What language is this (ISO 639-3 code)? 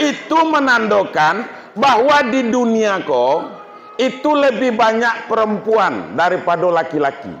min